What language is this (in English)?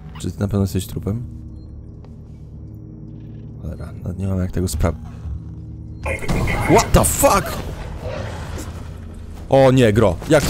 Polish